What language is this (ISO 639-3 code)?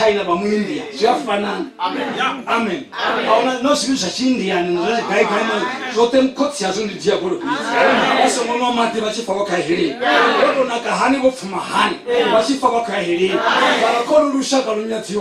ven